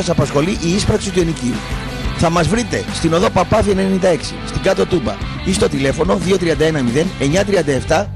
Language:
Greek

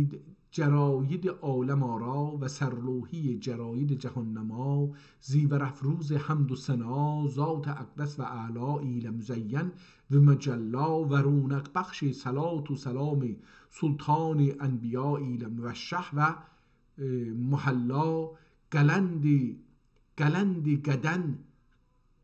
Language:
South Azerbaijani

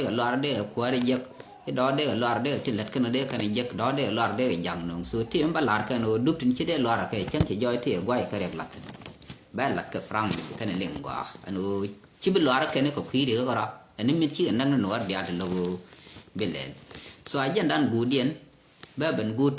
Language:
Nuer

